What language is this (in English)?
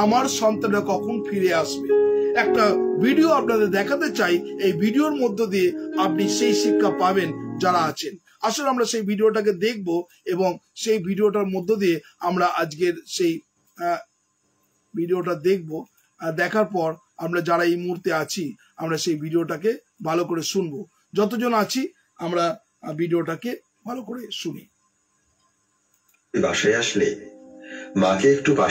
Bangla